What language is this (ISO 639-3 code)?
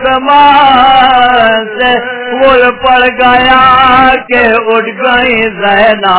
urd